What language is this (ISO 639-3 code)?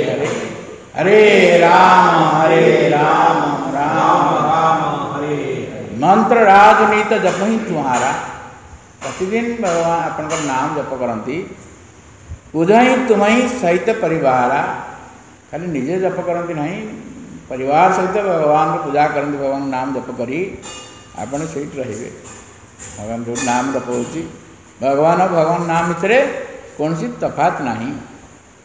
ori